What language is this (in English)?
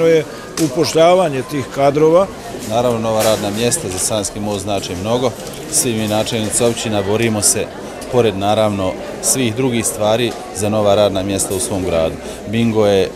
Bosnian